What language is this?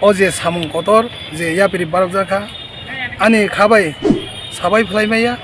Kok Borok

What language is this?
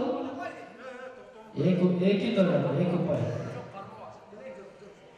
Kazakh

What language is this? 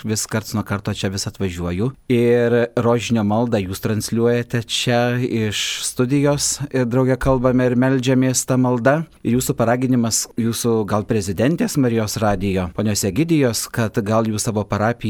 Lithuanian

